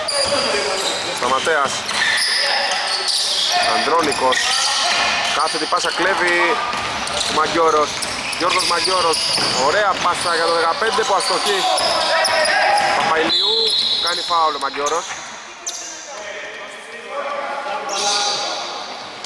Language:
Greek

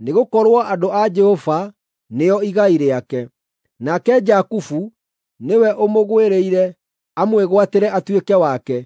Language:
Kikuyu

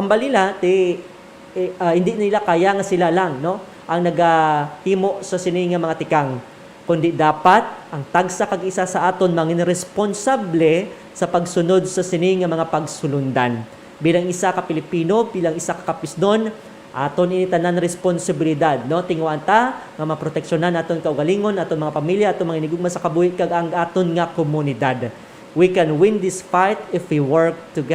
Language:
Hiligaynon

